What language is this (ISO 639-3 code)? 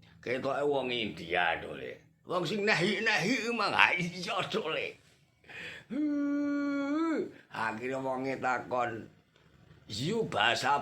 jav